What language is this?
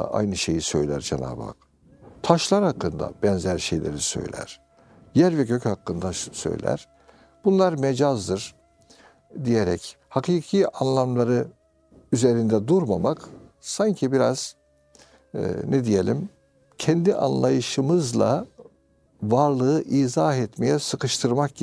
Turkish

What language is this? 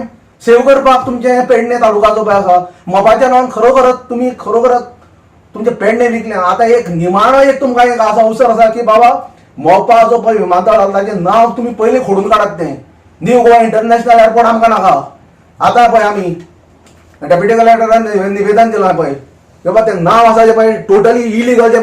Konkani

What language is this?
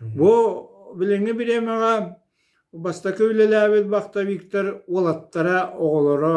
Yakut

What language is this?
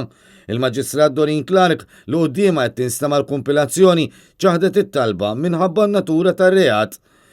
Maltese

